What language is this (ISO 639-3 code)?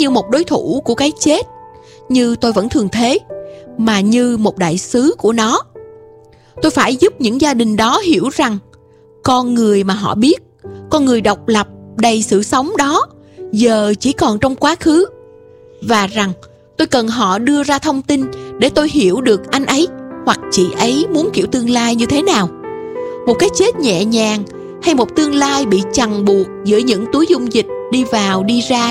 vie